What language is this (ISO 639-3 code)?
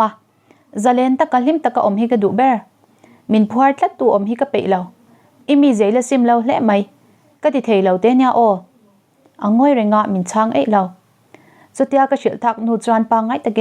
lus